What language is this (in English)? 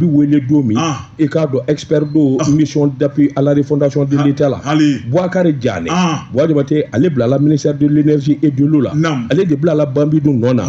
Bambara